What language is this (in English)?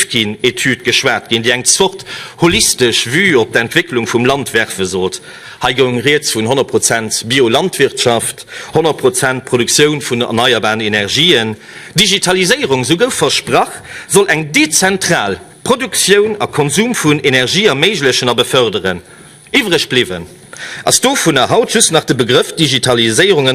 Luxembourgish